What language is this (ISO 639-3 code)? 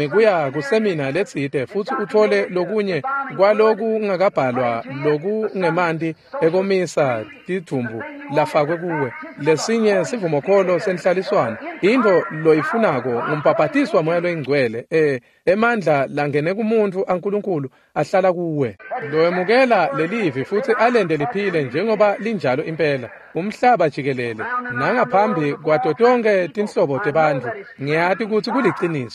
ssw